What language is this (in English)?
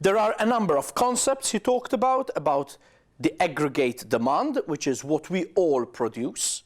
English